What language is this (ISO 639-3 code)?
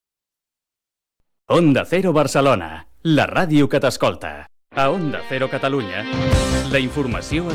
cat